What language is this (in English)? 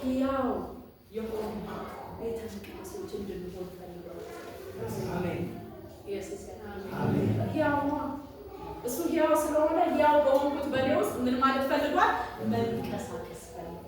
Amharic